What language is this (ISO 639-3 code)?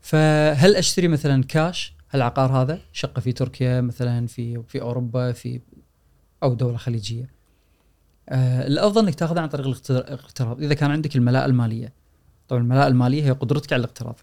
afb